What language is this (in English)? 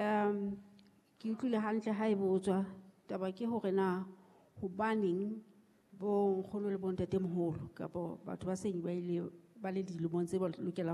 Southern Sotho